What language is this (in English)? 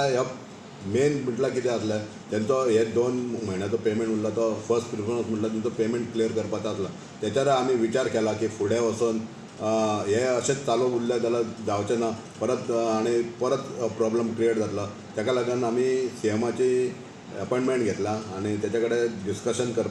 Konkani